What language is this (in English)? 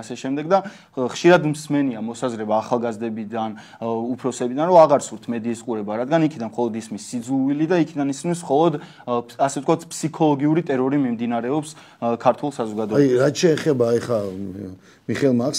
Georgian